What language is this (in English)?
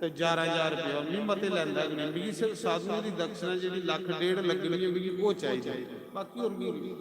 Dogri